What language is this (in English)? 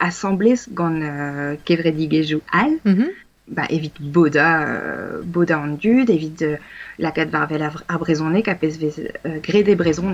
Breton